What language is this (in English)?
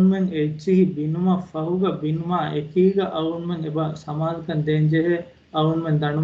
Divehi